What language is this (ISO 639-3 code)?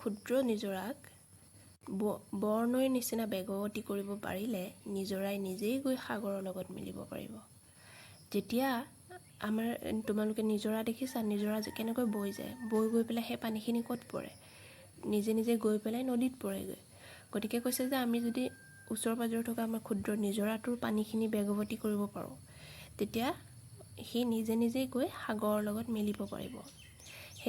asm